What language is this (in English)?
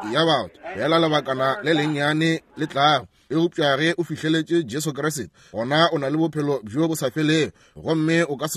Northern Sotho